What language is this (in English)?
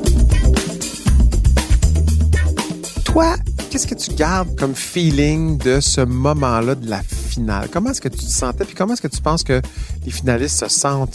French